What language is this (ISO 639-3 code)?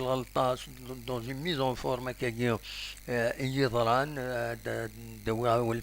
kab